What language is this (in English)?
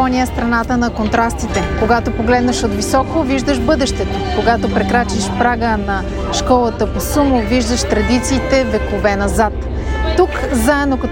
Bulgarian